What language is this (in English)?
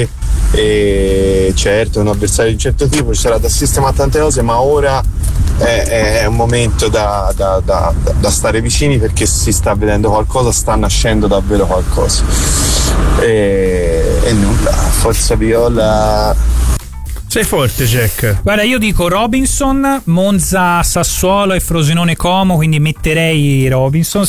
Italian